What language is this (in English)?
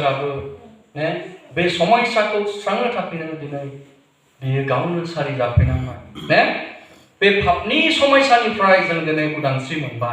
Bodo